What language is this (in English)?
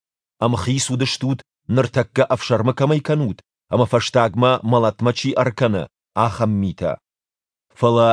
Ossetic